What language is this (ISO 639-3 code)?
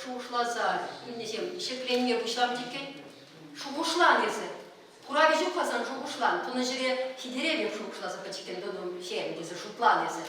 chv